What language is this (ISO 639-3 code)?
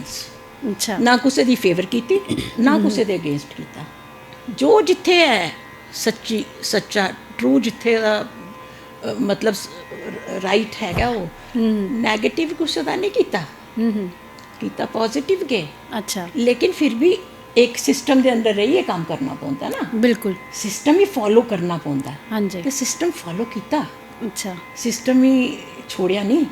doi